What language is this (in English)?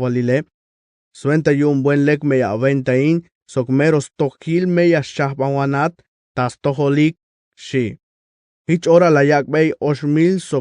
Tzeltal